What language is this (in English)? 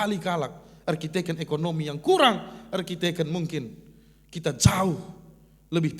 Batak Karo